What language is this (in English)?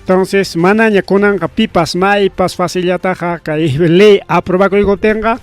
Ayacucho Quechua